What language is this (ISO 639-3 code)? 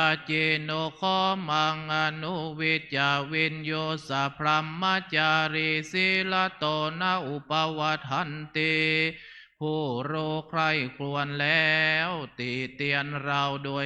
pli